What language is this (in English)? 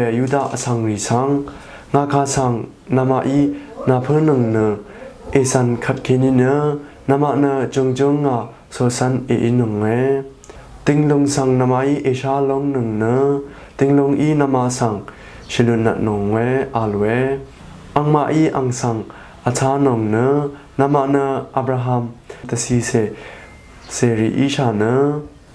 Rawang